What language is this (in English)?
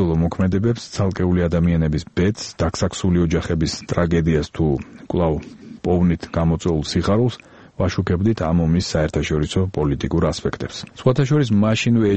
Georgian